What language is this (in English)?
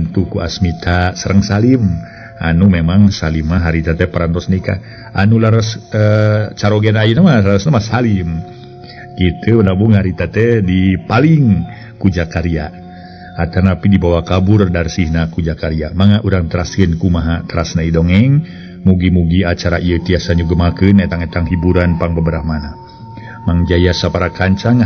Sundanese